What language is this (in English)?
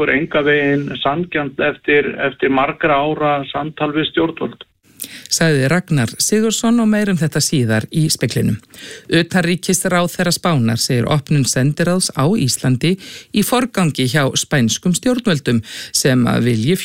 Icelandic